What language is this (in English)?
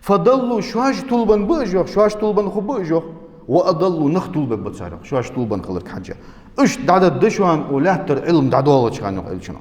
Ingush